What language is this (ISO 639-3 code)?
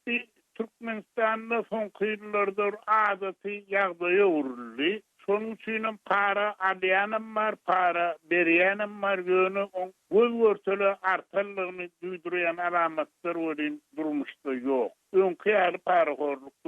tuk